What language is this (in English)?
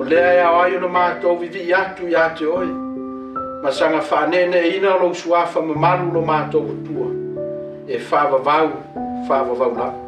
Samoan